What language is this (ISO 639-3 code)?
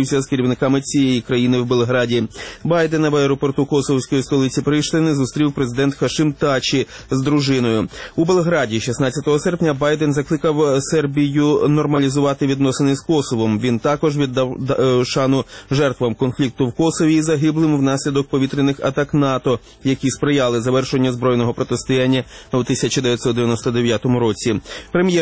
ukr